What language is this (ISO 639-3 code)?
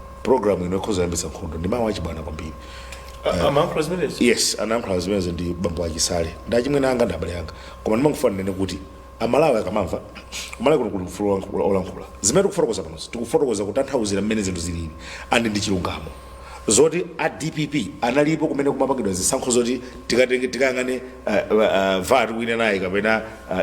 nya